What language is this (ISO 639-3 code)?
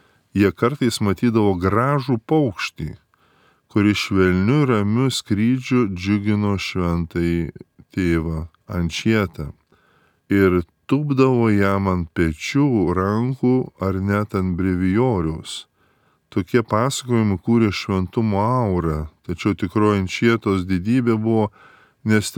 lit